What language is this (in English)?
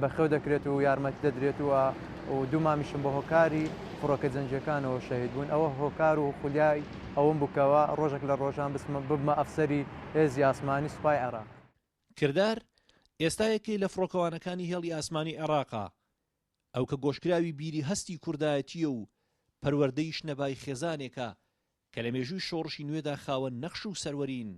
Central Kurdish